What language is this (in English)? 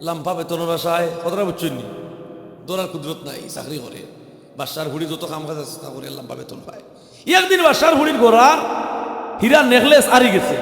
Sylheti